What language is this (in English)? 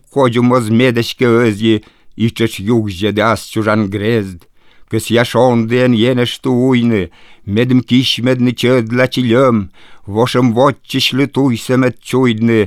Albanian